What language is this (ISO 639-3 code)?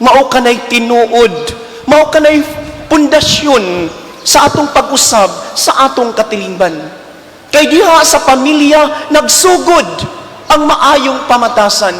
ceb